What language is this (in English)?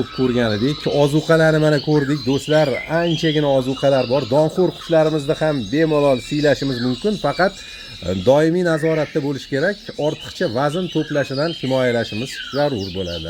Uzbek